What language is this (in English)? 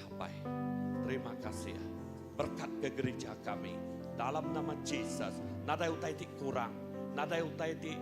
Iban